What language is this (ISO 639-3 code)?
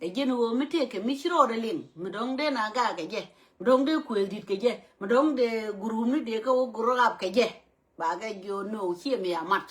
nus